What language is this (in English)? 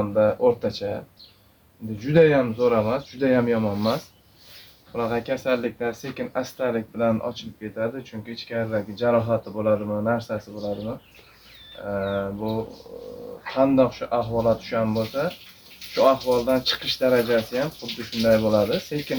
Uzbek